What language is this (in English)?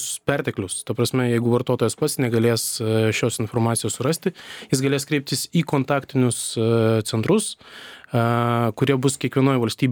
Lithuanian